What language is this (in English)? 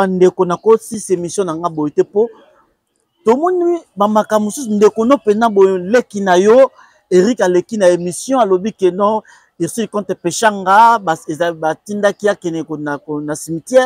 Lingala